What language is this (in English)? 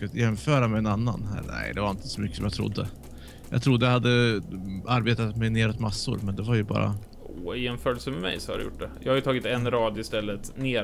Swedish